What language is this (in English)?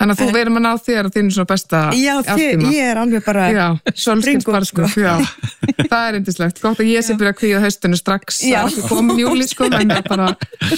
Icelandic